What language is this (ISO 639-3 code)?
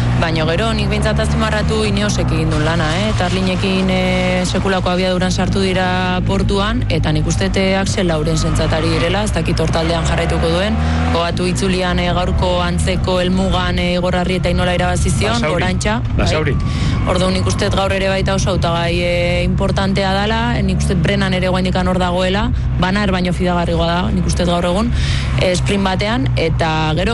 eus